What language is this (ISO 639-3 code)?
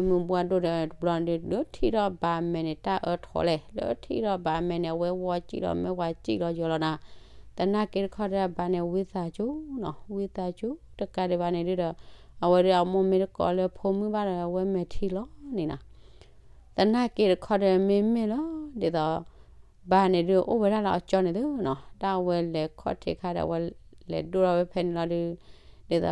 ksw